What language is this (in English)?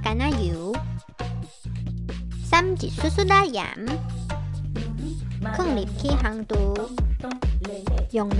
Min Nan Chinese